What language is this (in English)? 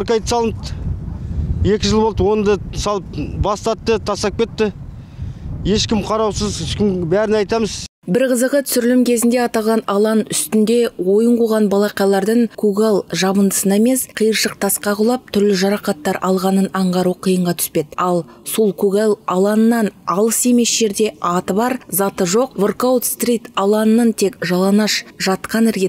Kazakh